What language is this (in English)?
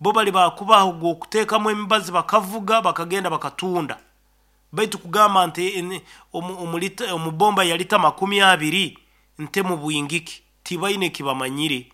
Nyoro